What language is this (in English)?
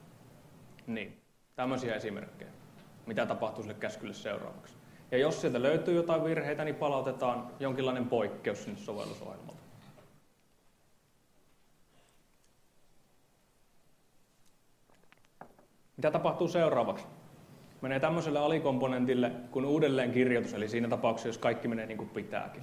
Finnish